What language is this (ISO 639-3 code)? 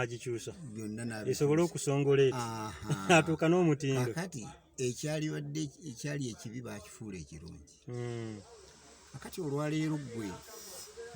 lug